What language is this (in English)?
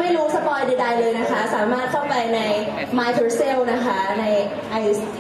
Thai